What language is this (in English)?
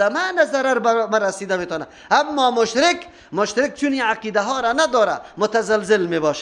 Persian